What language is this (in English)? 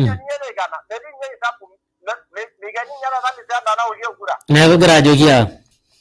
Masai